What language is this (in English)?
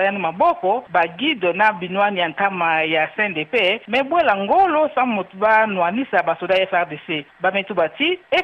Kituba (Democratic Republic of Congo)